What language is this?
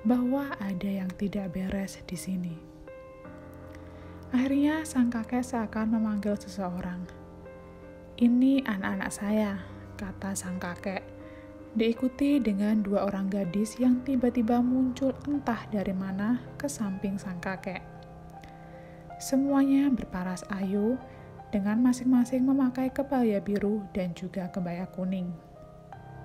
Indonesian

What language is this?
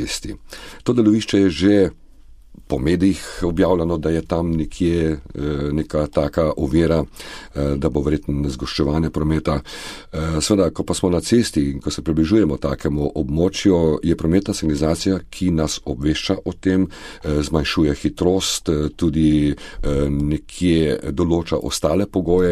Slovenian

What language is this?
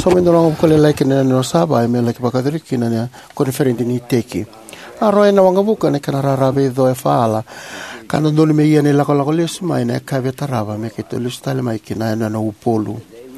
Fijian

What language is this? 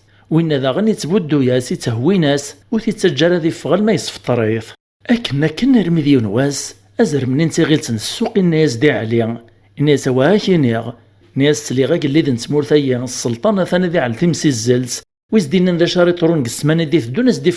Kabyle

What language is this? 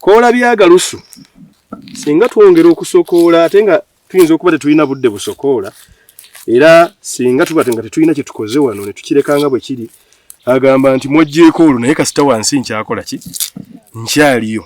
Ganda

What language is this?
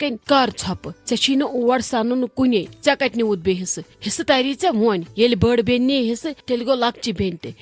Kashmiri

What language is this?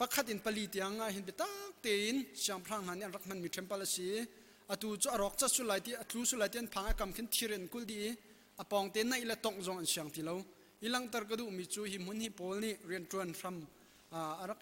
Hakha Chin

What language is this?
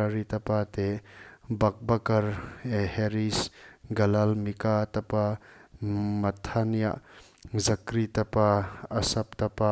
Paite Chin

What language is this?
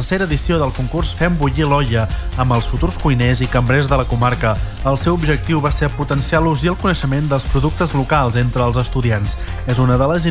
Catalan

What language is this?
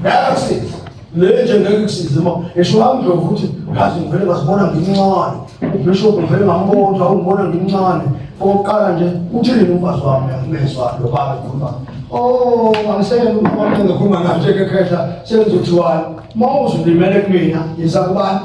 Zulu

